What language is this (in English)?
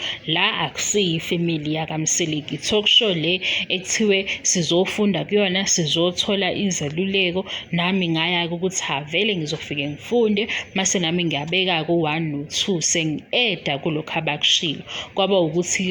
Zulu